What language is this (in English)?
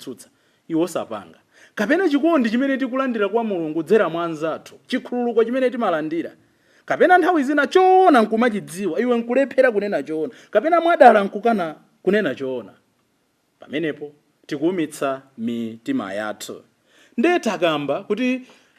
Nyanja